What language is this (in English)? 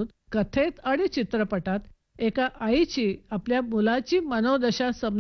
Marathi